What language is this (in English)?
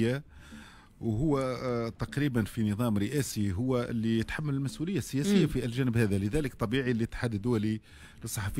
Tunisian Arabic